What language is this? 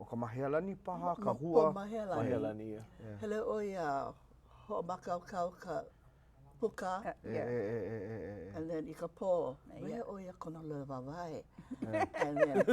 Hawaiian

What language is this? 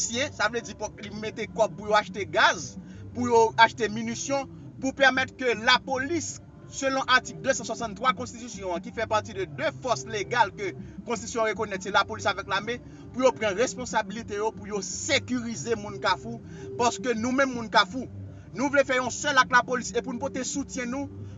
Haitian Creole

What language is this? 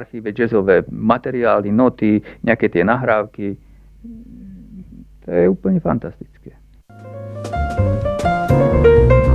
Slovak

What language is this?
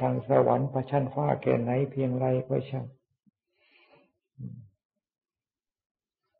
Thai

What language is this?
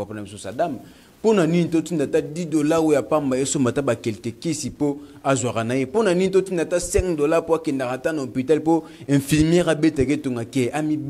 Lingala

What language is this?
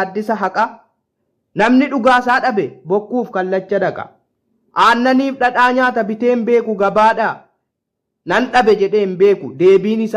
Oromo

